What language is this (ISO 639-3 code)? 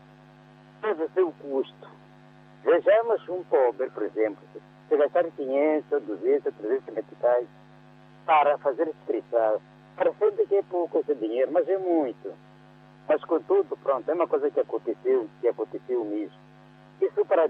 por